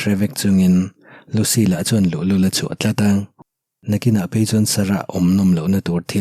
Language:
Mizo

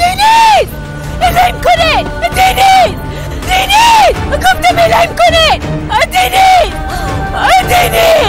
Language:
Persian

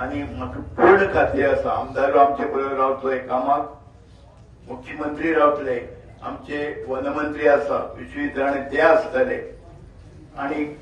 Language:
Konkani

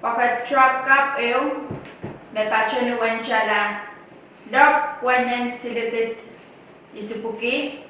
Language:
Pohnpeian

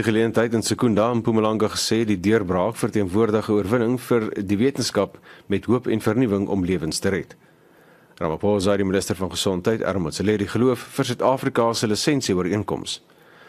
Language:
Afrikaans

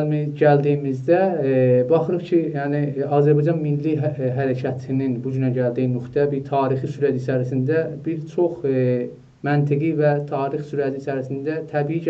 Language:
South Azerbaijani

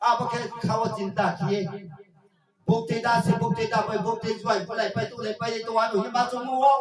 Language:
Riang (India)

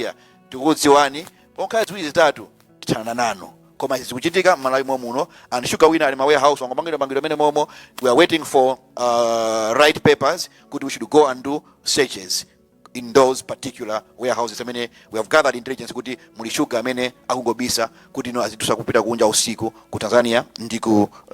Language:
Nyanja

